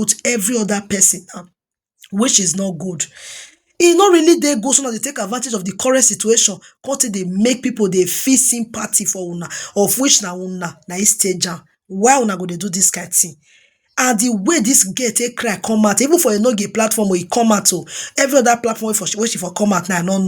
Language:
Nigerian Pidgin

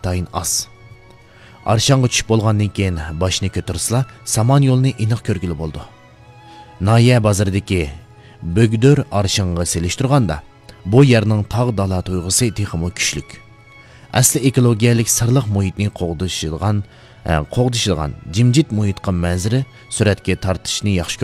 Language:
Uyghur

